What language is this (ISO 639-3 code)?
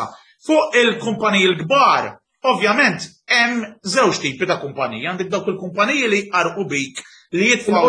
mlt